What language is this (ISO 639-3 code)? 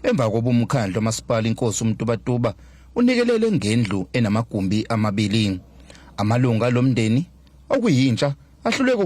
zul